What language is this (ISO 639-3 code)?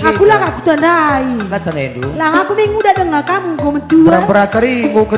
btx